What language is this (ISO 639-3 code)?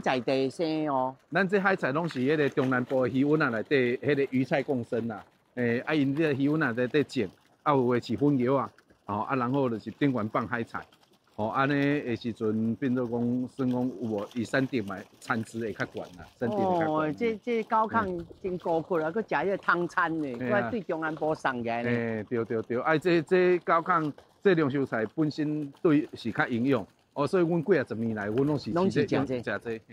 nan